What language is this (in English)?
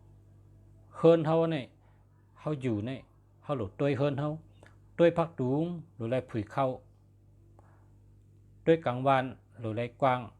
Shan